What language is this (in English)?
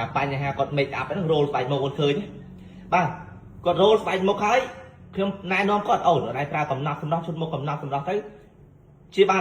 Khmer